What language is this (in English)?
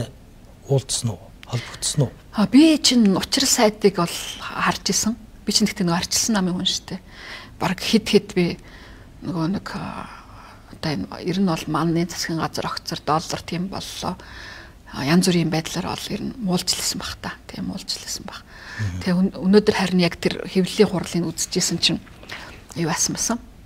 Mongolian